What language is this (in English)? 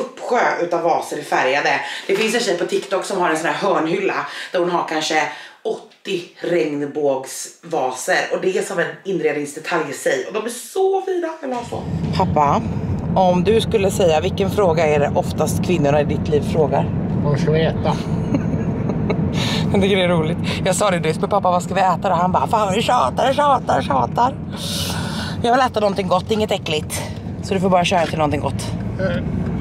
Swedish